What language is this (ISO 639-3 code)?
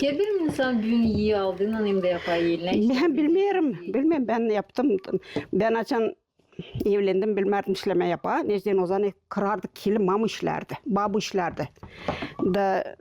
gag